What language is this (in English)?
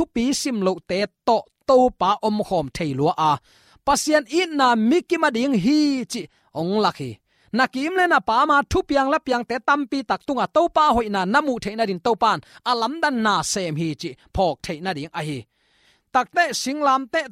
Tedim Chin